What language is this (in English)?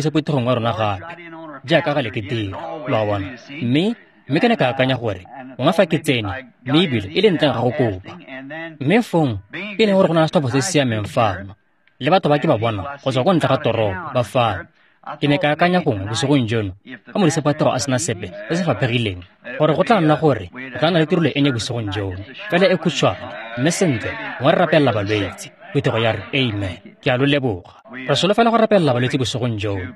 Tswana